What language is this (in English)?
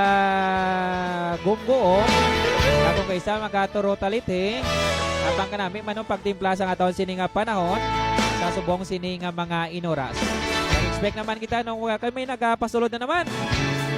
Hiligaynon